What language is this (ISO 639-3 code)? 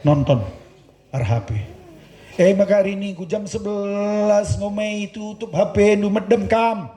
btx